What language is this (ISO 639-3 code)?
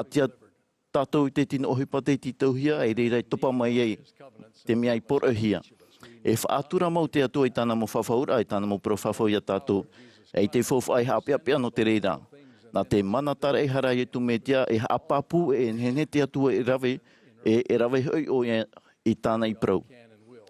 tah